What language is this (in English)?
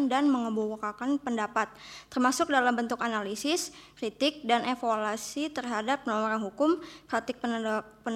Indonesian